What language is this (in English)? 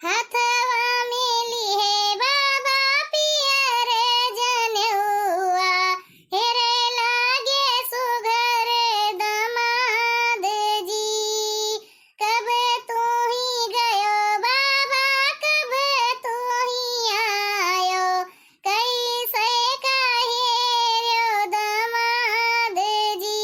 Awadhi